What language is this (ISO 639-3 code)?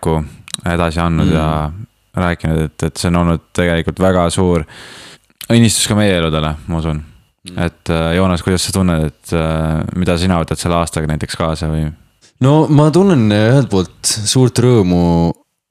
est